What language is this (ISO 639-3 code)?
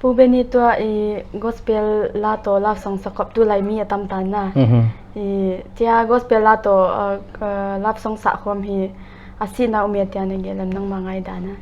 pck